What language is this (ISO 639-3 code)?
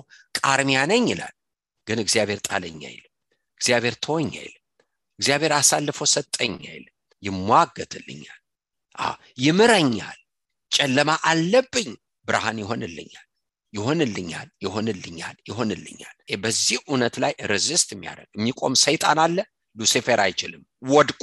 amh